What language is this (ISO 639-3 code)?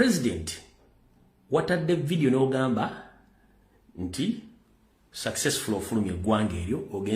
lug